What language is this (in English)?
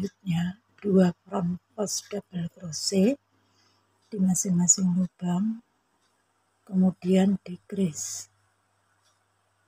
Indonesian